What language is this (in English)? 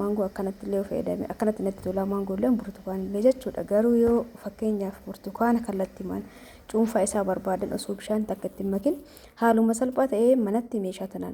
Oromo